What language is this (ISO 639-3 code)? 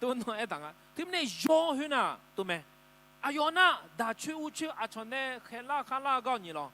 ahk